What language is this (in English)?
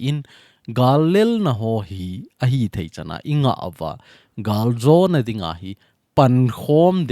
Thado Chin